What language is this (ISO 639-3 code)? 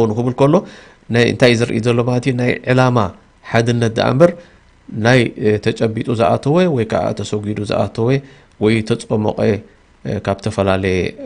tir